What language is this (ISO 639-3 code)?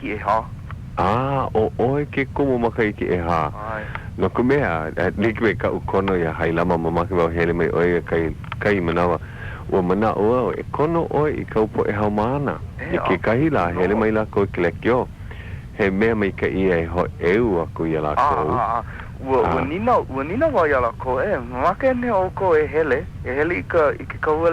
haw